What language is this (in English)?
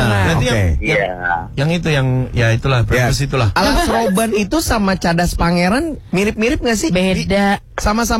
Indonesian